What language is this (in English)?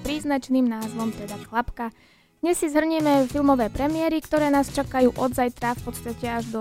Slovak